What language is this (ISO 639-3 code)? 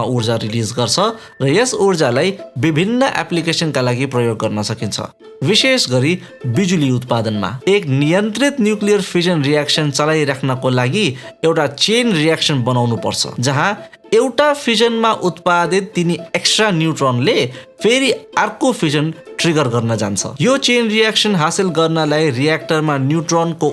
nep